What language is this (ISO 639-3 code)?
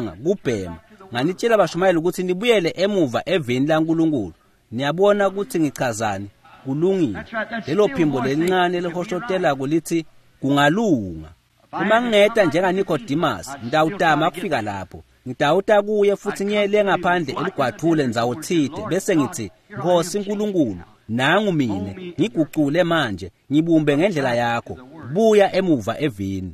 ssw